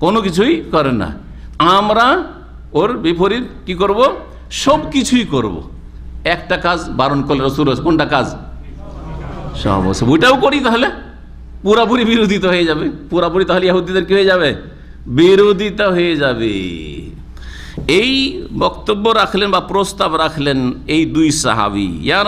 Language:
Bangla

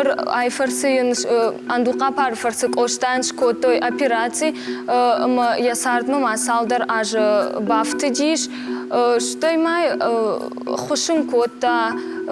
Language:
Ossetic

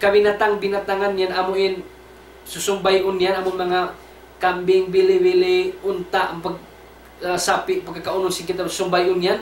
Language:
Tausug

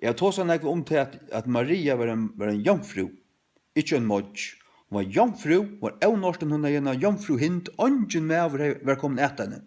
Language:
Faroese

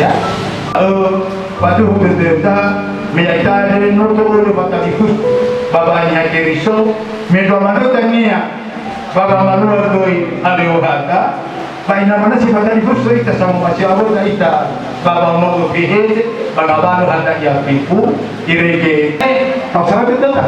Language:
Nias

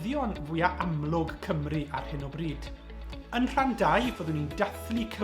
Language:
Welsh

